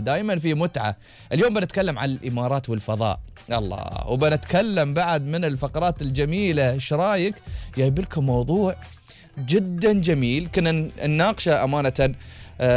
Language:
Gulf Arabic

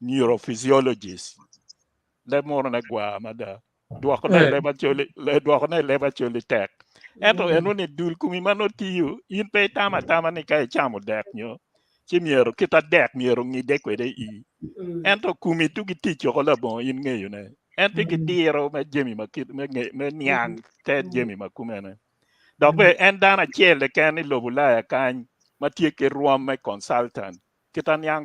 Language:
Acoli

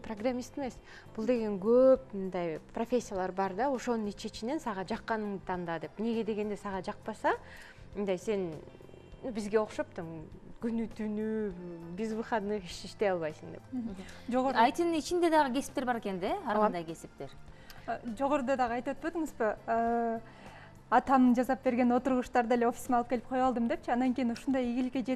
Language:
Kyrgyz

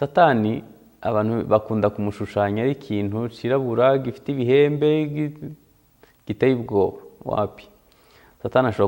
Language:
Kinyarwanda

